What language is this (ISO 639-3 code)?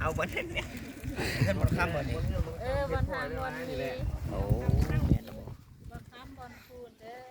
lao